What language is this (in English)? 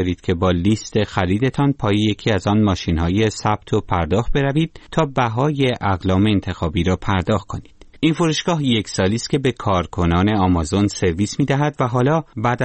Persian